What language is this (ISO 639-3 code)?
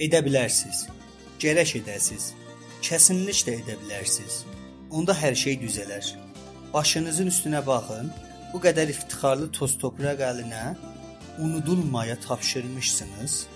azb